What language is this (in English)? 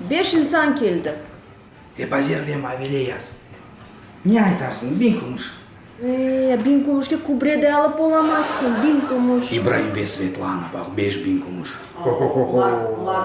Crimean Tatar